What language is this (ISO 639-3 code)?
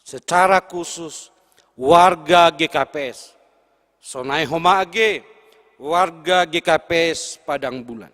bts